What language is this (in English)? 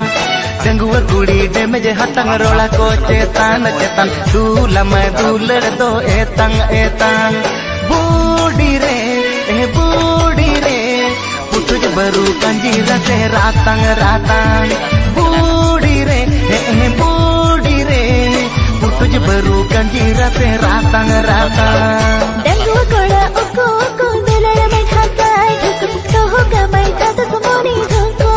Santali